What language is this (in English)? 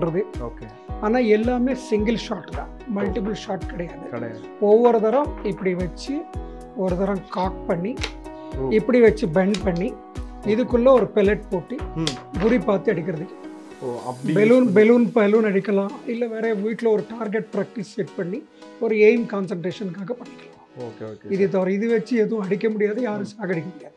Tamil